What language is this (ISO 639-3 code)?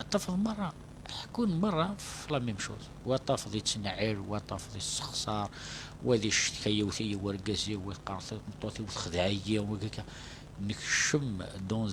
kab